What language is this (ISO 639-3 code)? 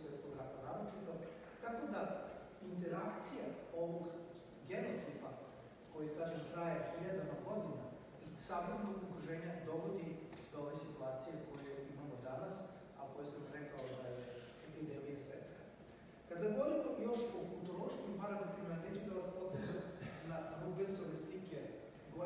srp